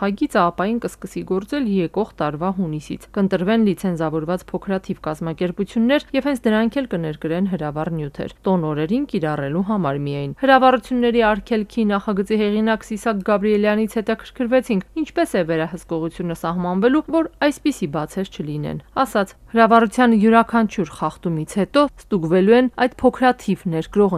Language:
Armenian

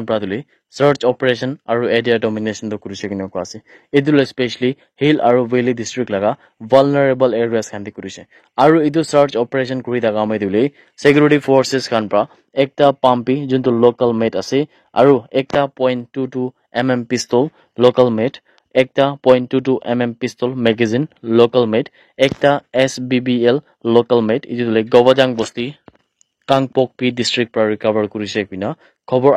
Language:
Naga Pidgin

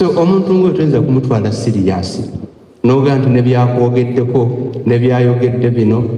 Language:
Ganda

